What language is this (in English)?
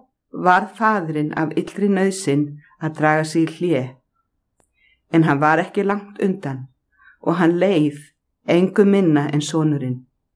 Icelandic